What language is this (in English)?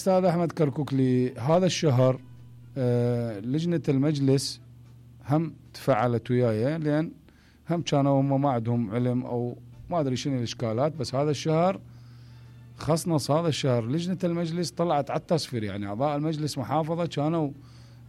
Mesopotamian Arabic